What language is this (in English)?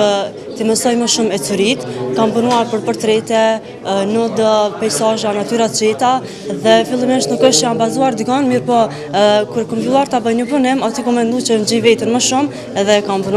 Albanian